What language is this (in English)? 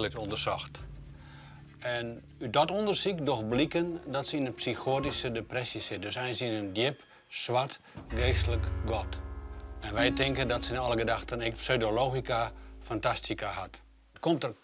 Western Frisian